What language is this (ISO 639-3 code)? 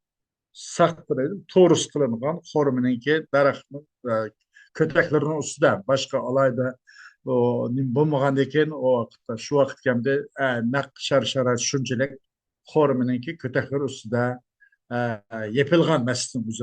uig